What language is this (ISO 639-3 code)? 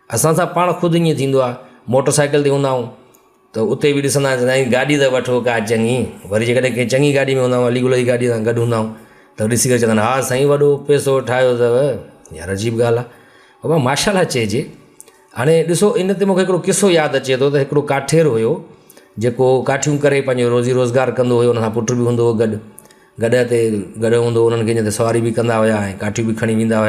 snd